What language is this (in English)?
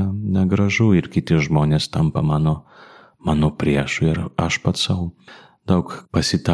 Lithuanian